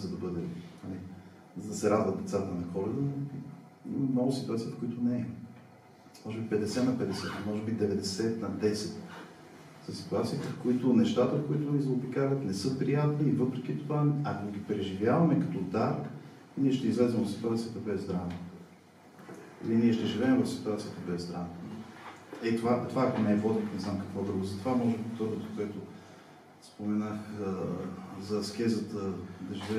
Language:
Bulgarian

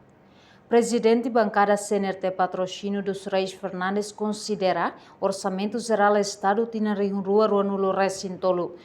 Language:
Tetum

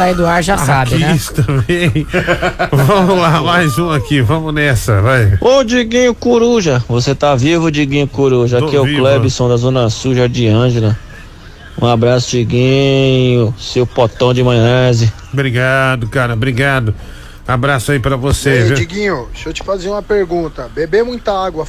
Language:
Portuguese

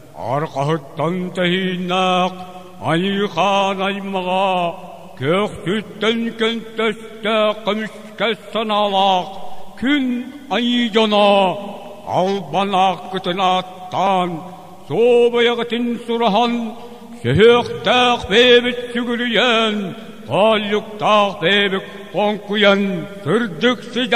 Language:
Yakut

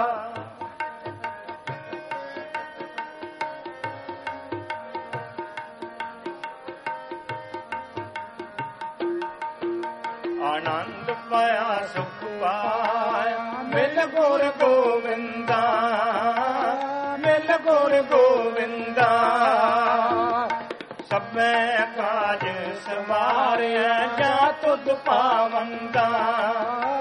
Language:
Punjabi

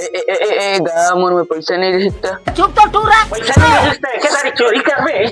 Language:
Chhattisgarhi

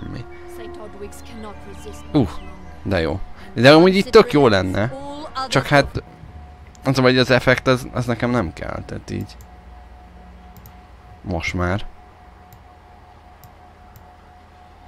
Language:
Hungarian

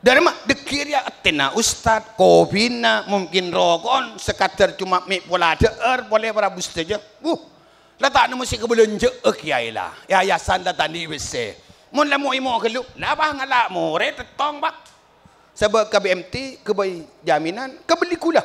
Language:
Madurese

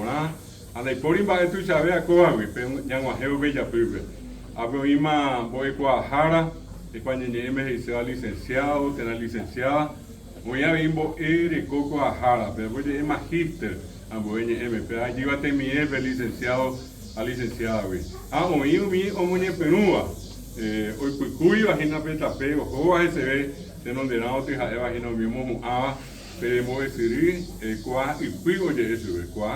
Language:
Guarani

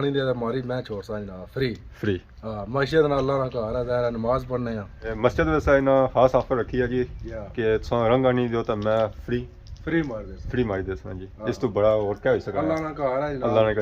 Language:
Pahari-Potwari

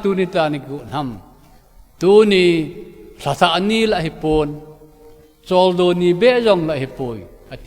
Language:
Thado Chin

